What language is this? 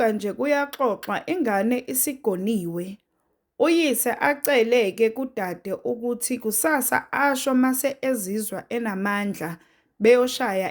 Zulu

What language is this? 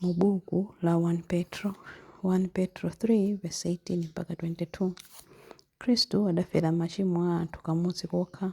Nyanja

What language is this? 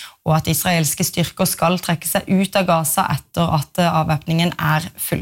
Norwegian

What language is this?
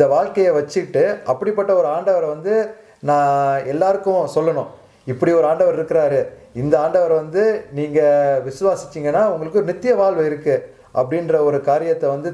Tamil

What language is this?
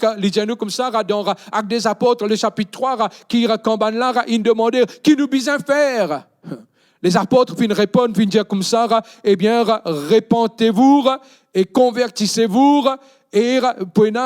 Morisyen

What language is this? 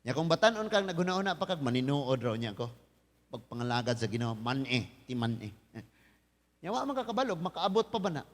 Cebuano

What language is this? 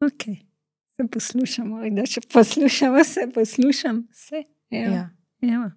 Slovenian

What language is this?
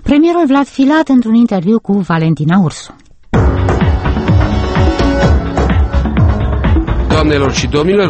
Romanian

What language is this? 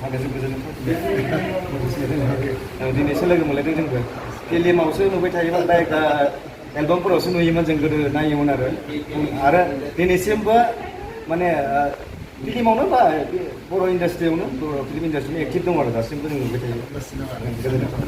Bodo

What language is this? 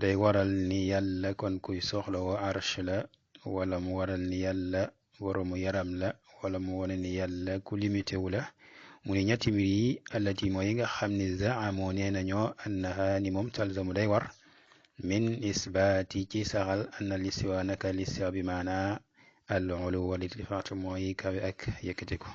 Wolof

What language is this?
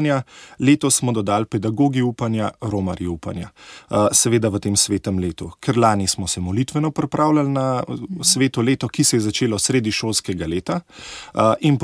Slovenian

